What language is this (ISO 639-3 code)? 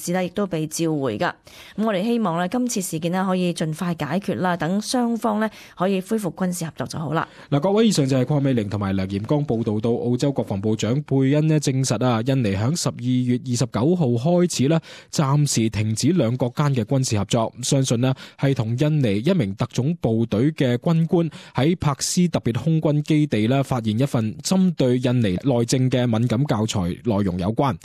yue